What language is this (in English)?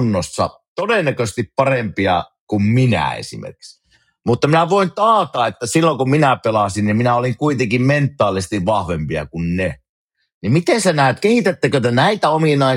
Finnish